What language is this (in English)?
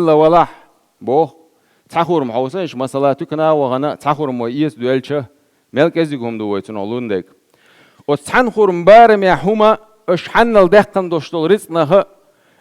Chechen